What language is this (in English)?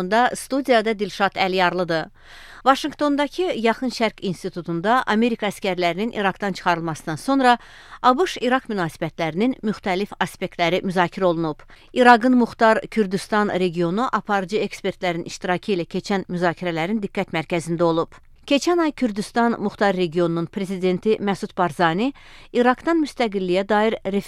Azerbaijani